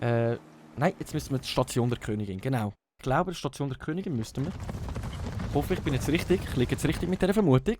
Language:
Swiss German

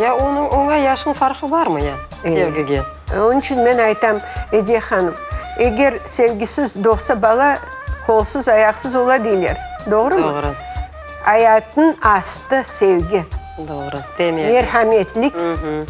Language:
Crimean Tatar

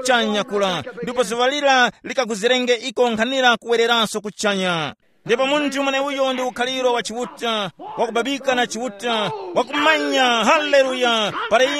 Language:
Tumbuka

